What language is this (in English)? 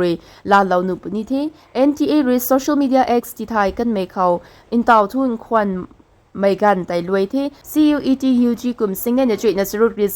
Rongmei Naga